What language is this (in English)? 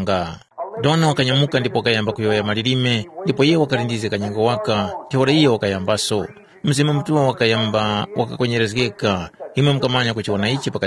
Tumbuka